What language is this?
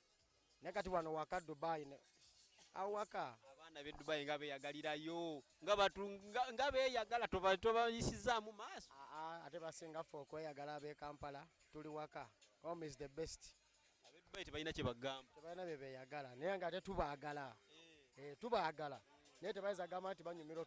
Ganda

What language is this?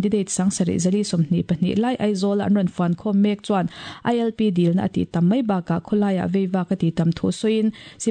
Mizo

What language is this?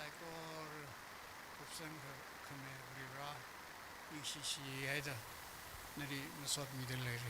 Tangkhul Naga (India)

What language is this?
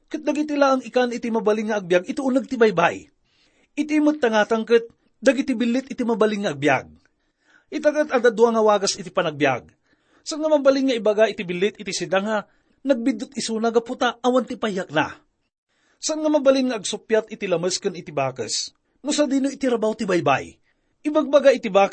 Iloko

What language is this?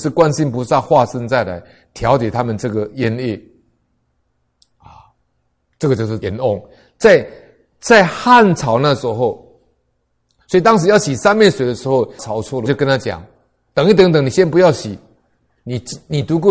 Chinese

